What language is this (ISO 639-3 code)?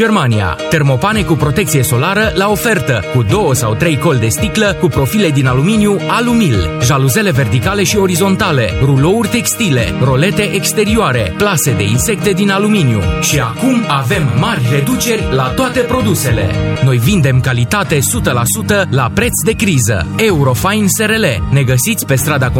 ron